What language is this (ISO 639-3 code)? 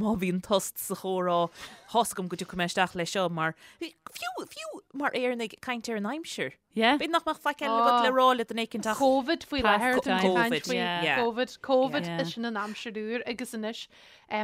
gle